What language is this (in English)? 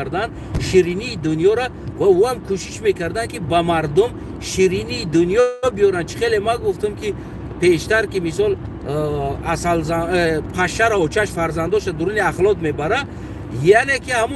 Tajik